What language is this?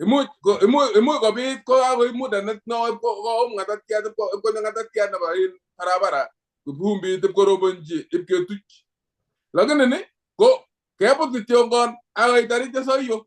Kalenjin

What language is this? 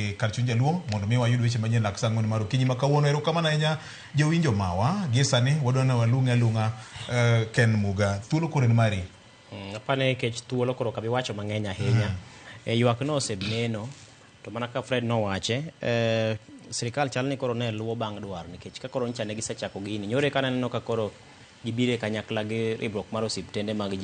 Luo (Kenya and Tanzania)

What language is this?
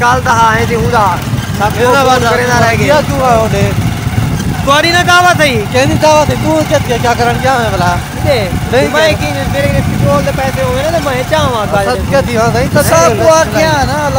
Saraiki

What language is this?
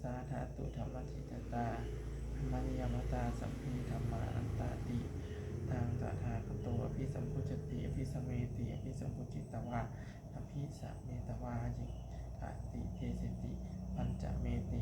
Pali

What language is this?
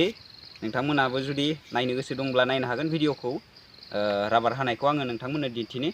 Bodo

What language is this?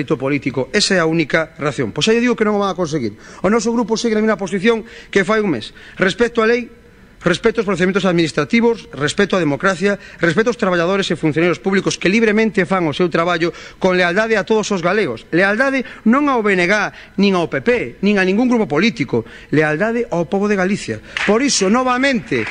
Galician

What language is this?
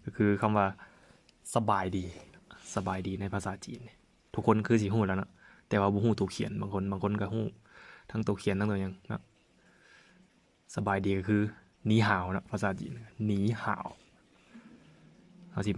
Lao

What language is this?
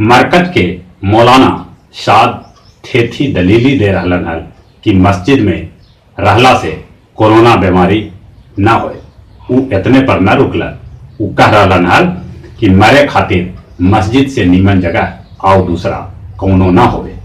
Magahi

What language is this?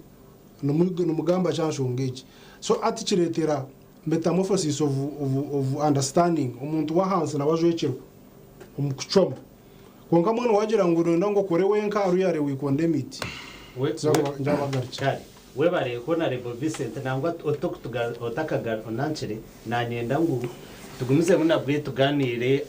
Nyankole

